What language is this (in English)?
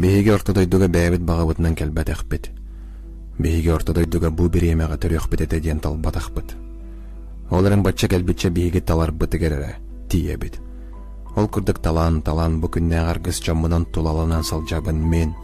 Yakut